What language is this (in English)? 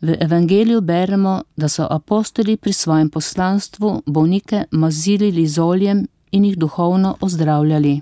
Slovenian